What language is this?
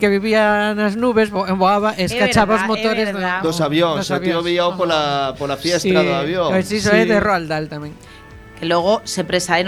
Galician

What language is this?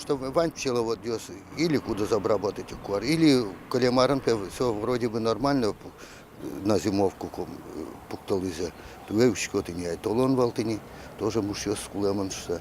Udmurt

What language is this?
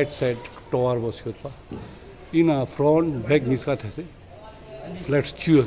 Ladakhi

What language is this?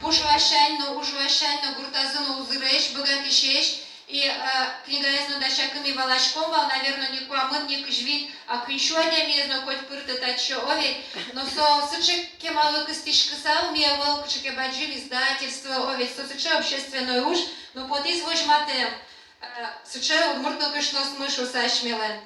Udmurt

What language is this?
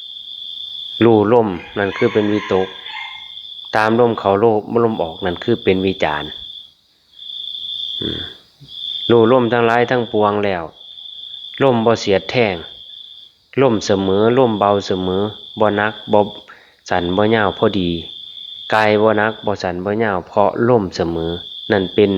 Lao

